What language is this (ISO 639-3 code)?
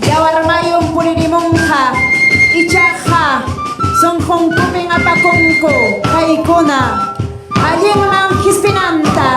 quy